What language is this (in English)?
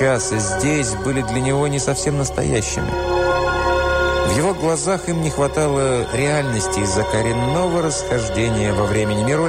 Russian